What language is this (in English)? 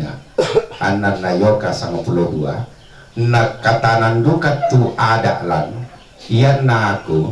Toraja-Sa'dan